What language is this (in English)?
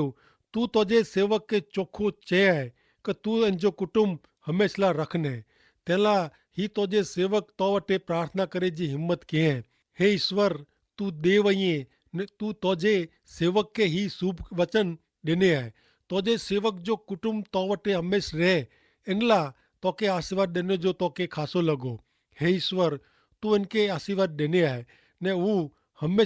Kachhi